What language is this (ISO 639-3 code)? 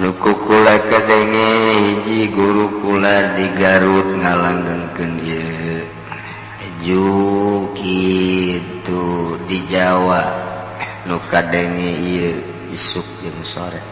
sun